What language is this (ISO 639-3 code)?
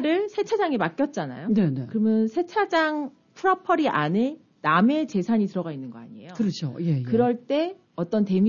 kor